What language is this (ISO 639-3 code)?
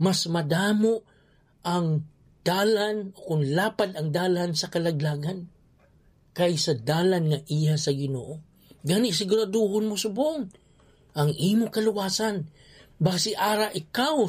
hil